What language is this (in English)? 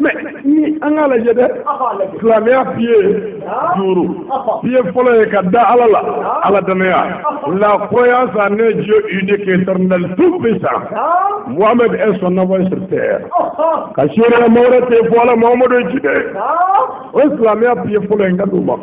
Bambara